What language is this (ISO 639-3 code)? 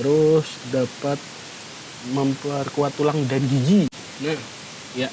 bjn